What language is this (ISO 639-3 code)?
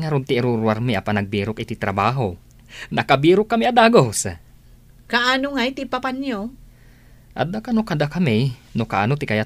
ilo